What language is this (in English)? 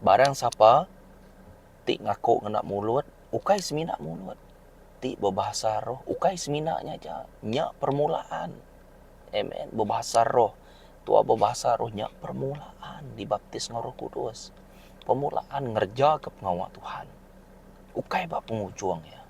Iban